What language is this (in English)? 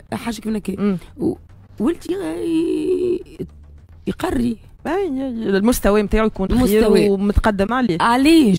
Tunisian Arabic